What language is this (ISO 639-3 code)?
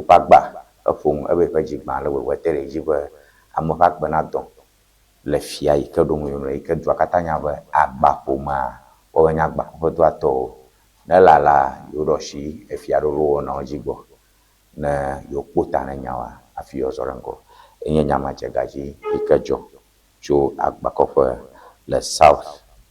ewe